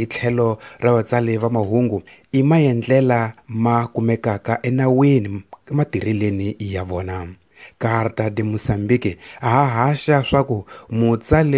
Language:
Tsonga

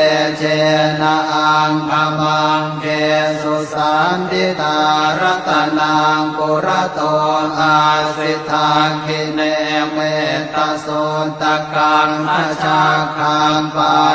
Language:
Pali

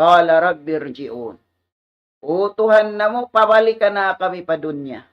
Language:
Tausug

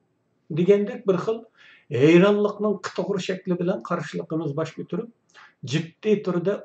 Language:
Uyghur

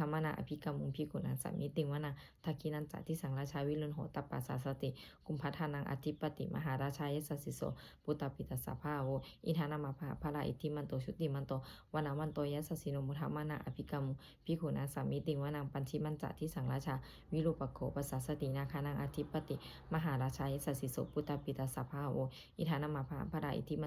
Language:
Pali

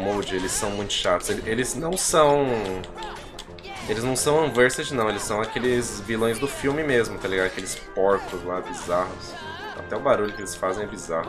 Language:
Portuguese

